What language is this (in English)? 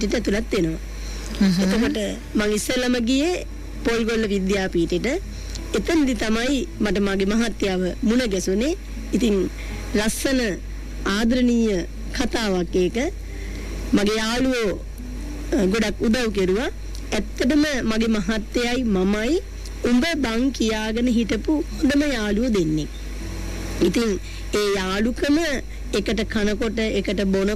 Sinhala